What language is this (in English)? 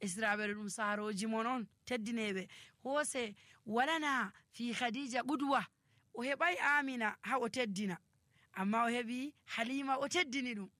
Nigerian Fulfulde